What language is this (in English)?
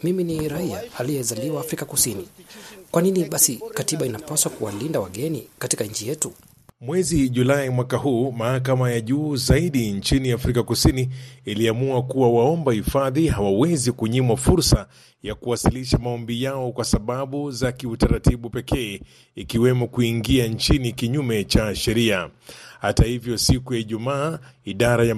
Swahili